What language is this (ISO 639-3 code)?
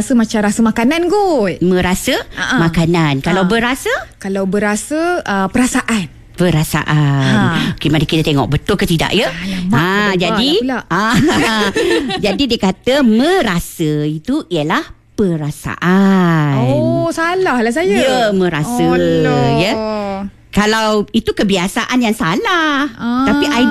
msa